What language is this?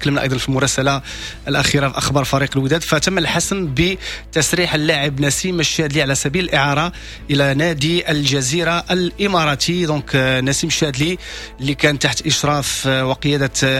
Moroccan Arabic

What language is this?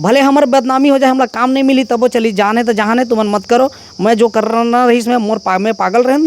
Chhattisgarhi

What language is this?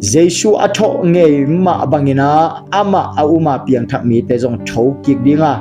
Tedim Chin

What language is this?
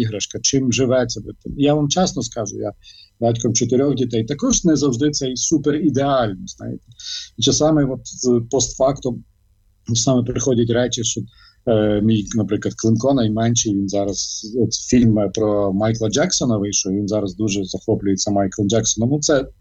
Ukrainian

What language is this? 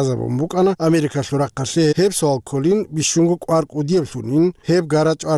Avaric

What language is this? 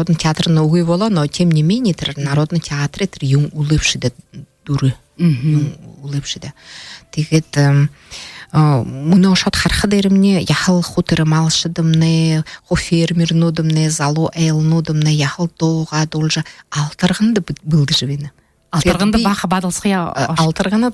Buriat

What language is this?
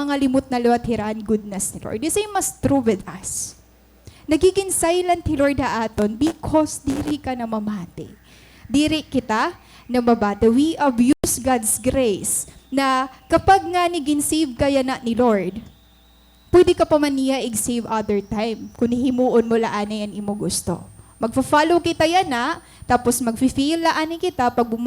Waray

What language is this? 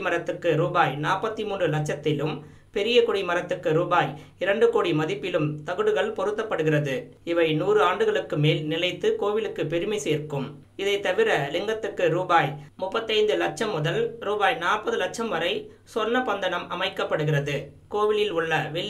Tamil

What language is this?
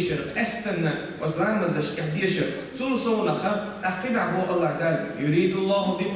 Chechen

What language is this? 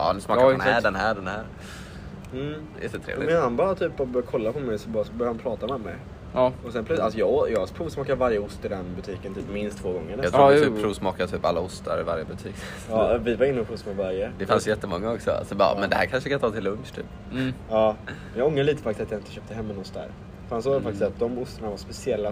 Swedish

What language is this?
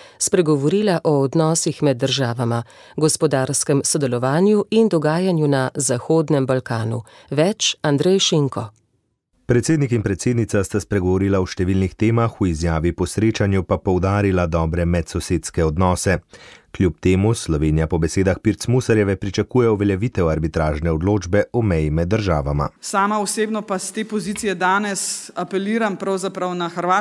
Slovenian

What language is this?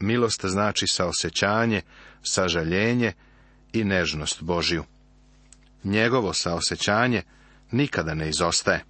Serbian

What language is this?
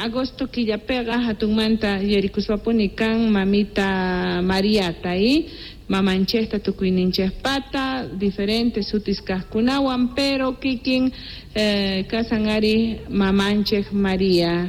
South Bolivian Quechua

